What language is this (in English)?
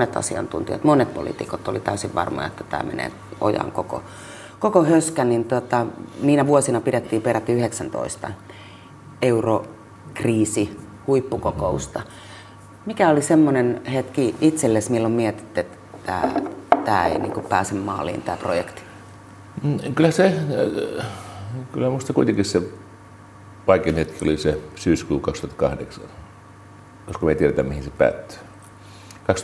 Finnish